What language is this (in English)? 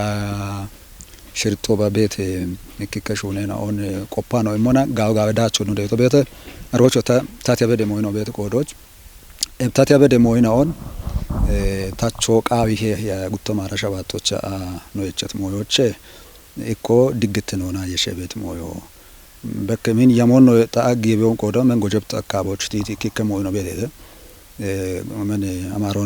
Kafa